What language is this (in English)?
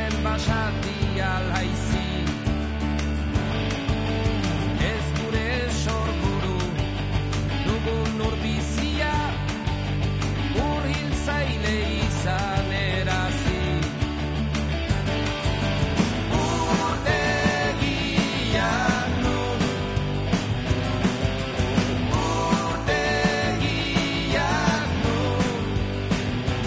Basque